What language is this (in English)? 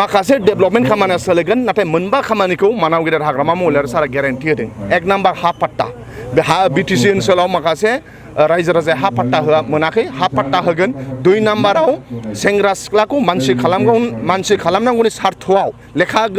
Bodo